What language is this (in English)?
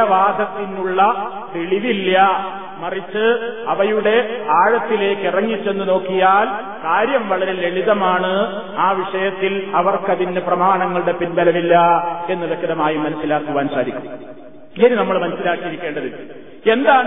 Malayalam